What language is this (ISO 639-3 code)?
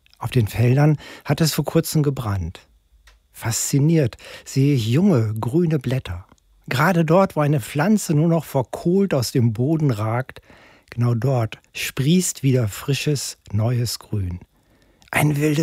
deu